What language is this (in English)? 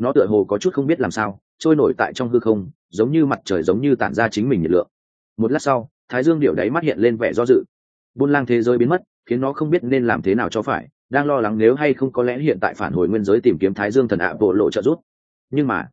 Vietnamese